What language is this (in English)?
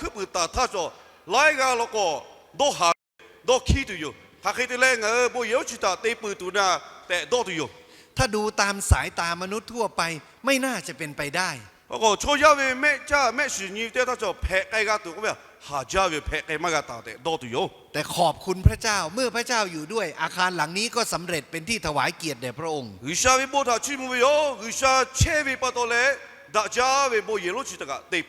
Lahu